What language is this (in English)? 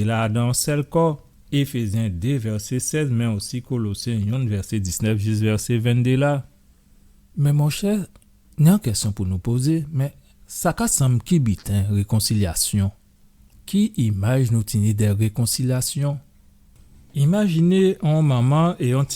Guadeloupean Creole French